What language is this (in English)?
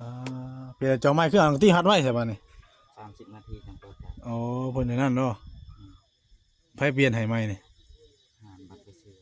Northeastern Thai